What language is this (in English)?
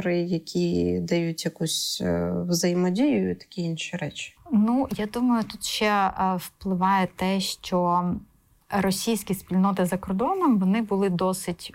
Ukrainian